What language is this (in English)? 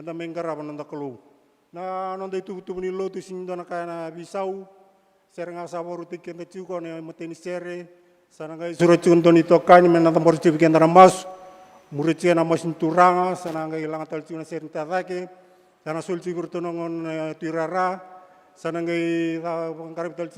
Fijian